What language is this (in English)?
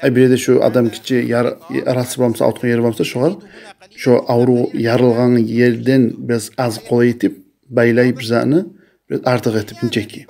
Kumyk